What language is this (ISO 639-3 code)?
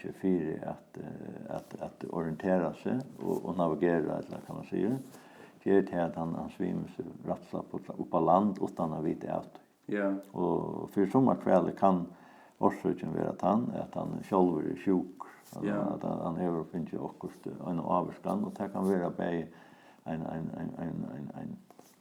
fao